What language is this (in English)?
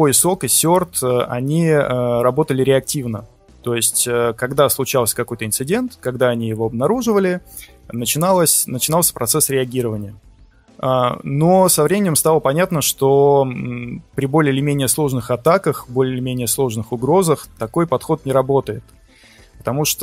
Russian